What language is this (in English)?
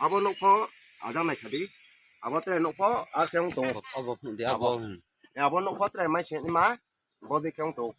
Riang (India)